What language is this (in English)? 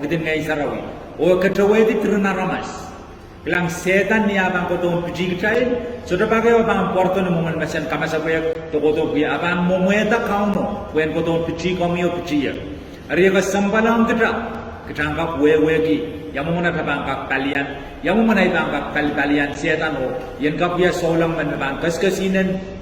Pohnpeian